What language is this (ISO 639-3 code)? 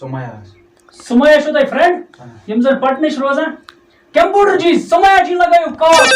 kas